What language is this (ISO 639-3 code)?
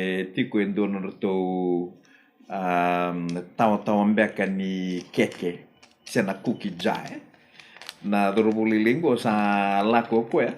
fij